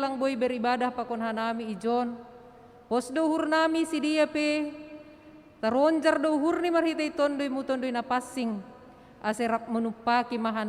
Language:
Batak Simalungun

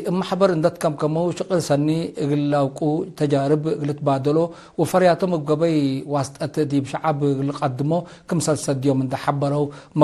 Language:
Tigre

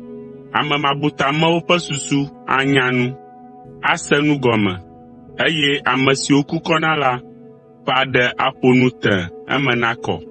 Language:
Ewe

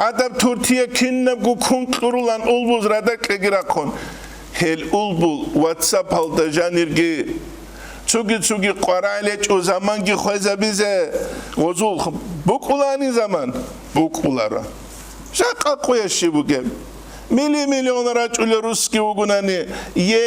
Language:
Avaric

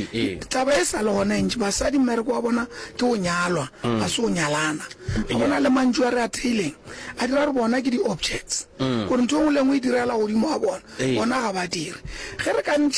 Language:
Northern Sotho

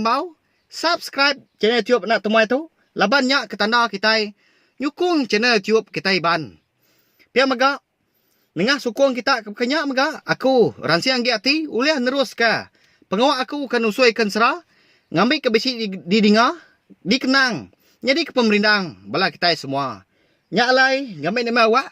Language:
Iban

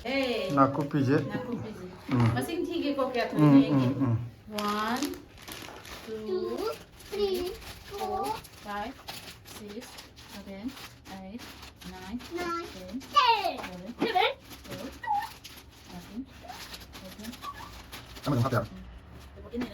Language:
Manipuri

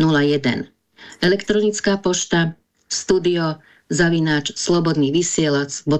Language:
Slovak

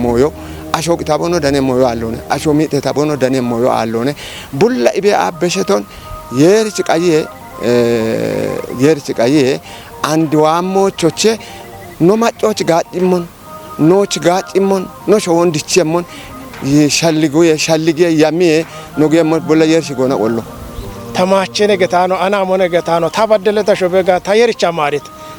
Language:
Kafa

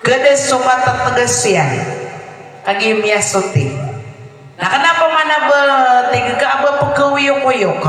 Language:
Maranao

